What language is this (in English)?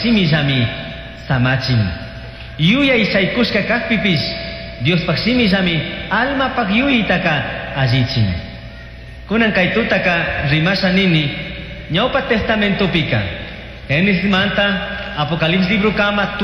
Chimborazo Highland Quichua